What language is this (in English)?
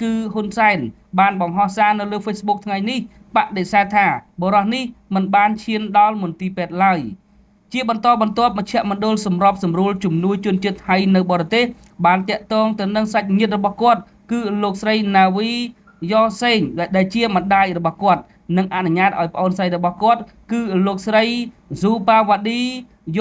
Khmer